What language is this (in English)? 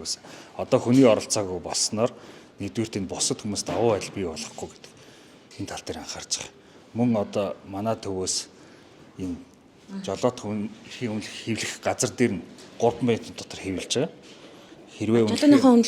Mongolian